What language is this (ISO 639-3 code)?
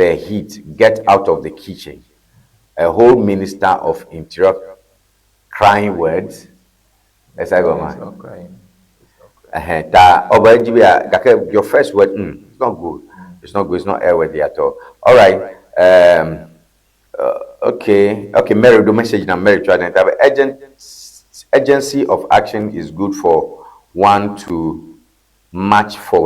ewe